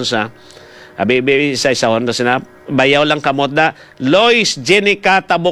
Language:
Hiligaynon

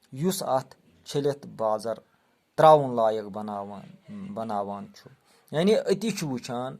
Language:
Kashmiri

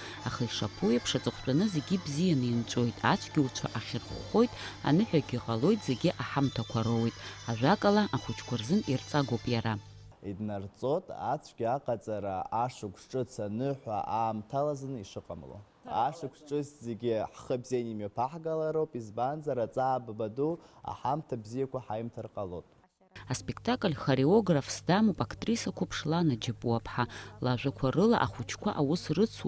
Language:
Abkhazian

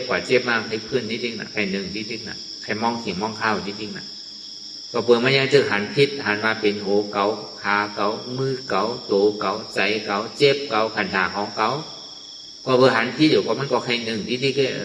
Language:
Shan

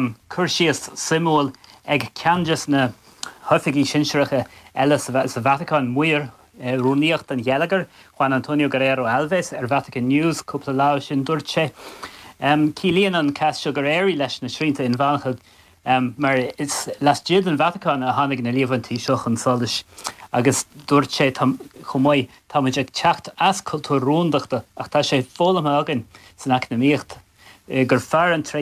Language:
Irish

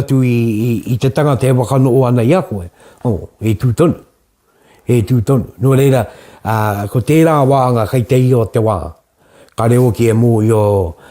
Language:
Māori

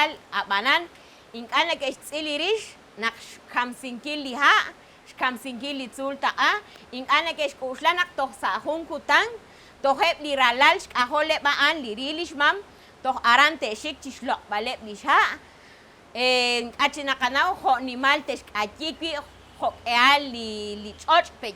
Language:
Kekchí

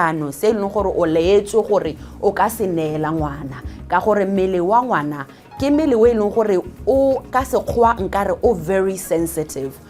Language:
Tswana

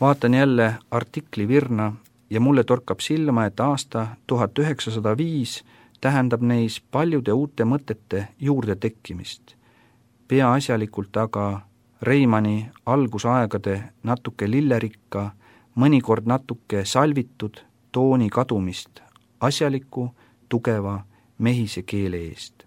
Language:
Estonian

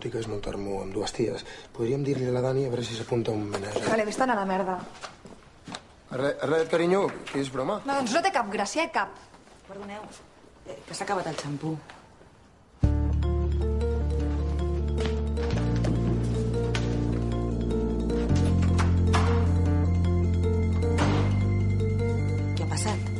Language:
Catalan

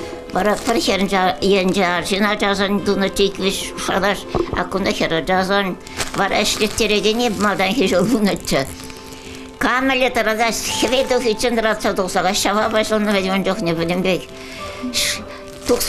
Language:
Chuvash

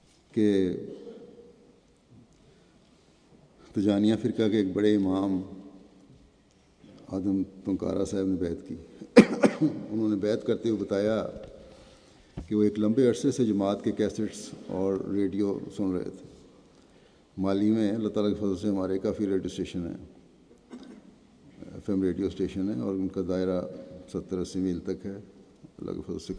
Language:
Urdu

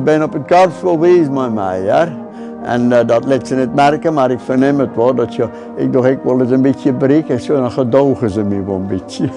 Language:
Western Frisian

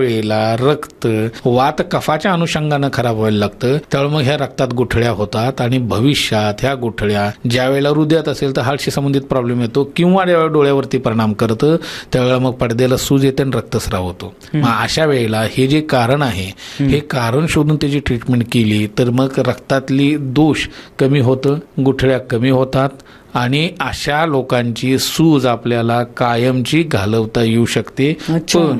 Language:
Marathi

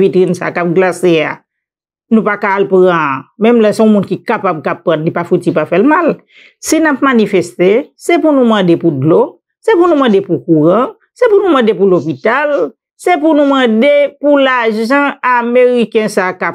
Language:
Haitian Creole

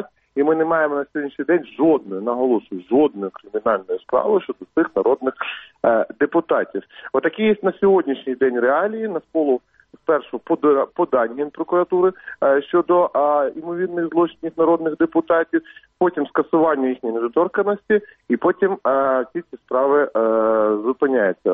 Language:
Ukrainian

